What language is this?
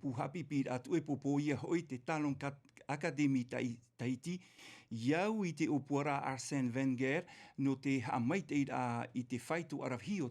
Tahitian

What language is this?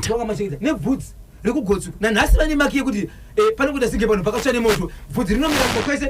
Shona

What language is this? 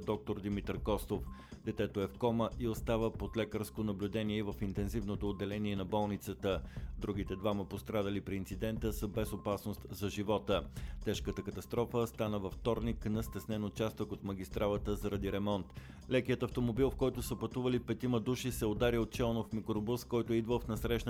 Bulgarian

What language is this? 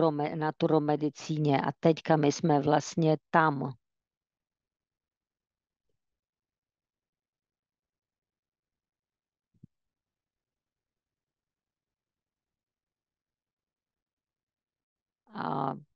Czech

